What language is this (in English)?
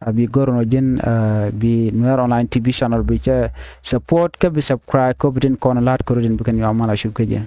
Nuer